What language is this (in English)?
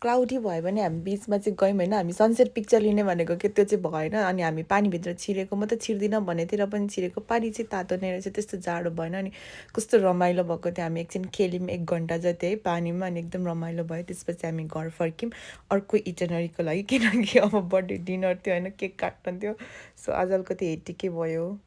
Nepali